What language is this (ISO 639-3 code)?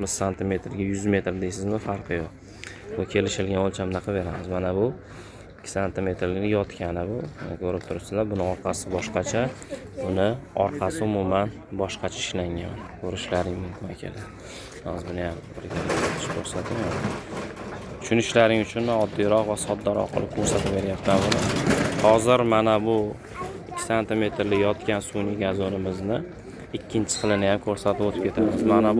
uzb